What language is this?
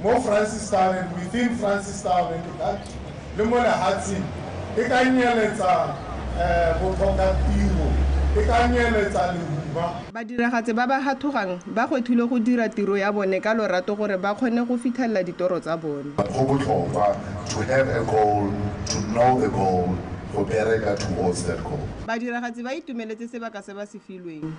Tswana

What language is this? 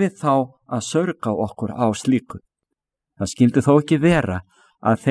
Icelandic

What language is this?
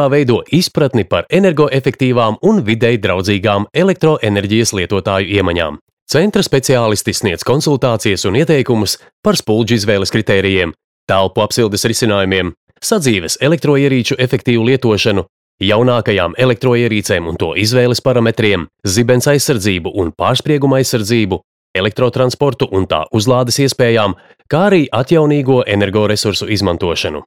Latvian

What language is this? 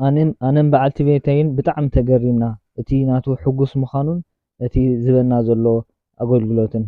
Tigrinya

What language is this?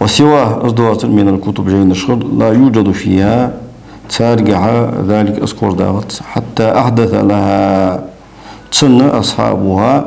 Ingush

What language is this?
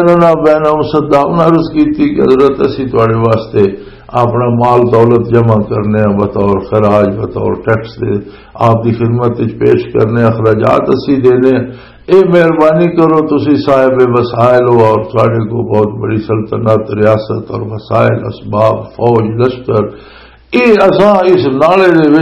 Western Panjabi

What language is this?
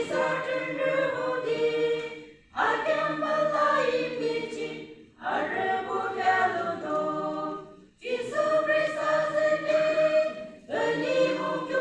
Yimchungru Naga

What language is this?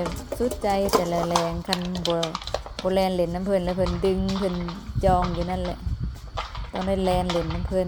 Northeastern Thai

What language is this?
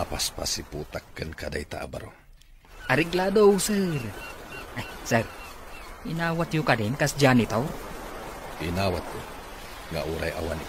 Iloko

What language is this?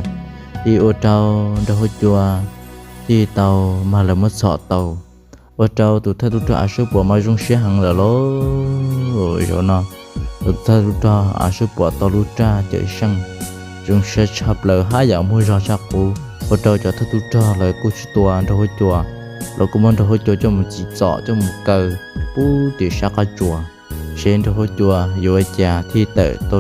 Hmong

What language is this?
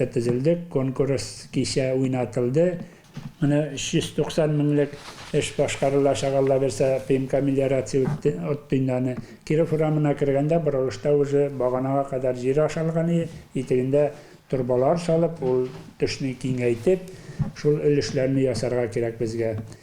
Tatar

